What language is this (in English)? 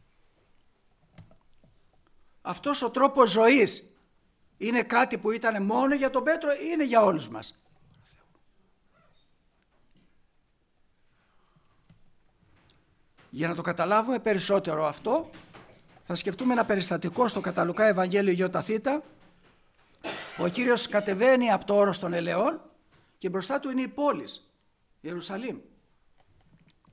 Greek